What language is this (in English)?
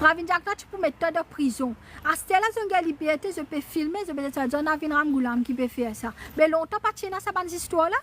Morisyen